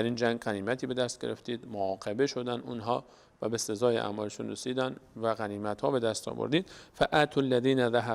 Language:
Persian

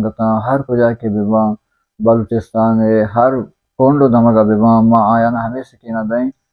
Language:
Baluchi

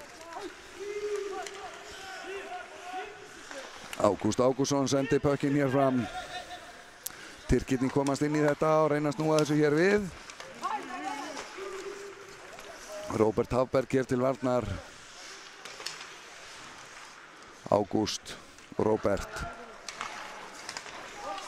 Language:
Icelandic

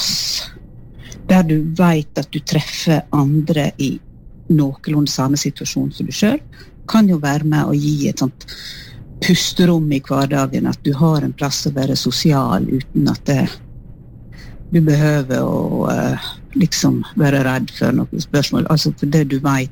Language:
Norwegian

